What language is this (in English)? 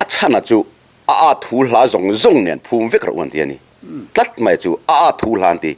Mizo